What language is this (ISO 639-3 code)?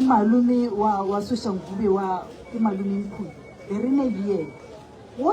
nso